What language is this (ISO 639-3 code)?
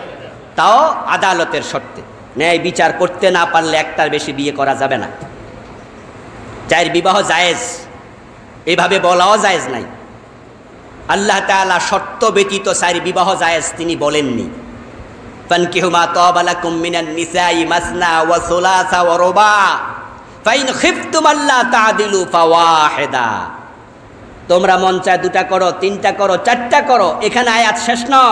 ben